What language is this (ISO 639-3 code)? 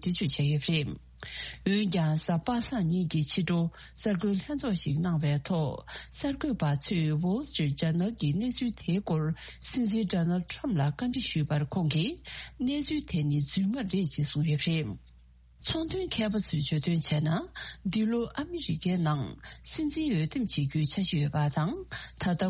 bod